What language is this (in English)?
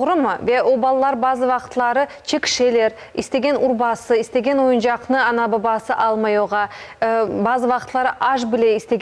Crimean Tatar